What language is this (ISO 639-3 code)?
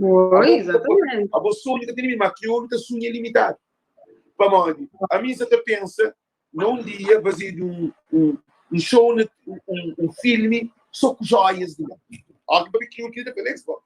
kea